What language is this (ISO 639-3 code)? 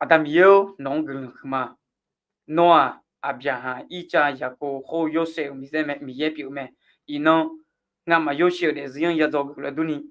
ahk